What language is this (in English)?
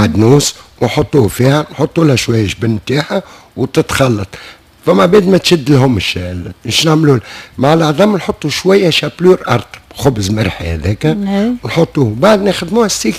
Tunisian Arabic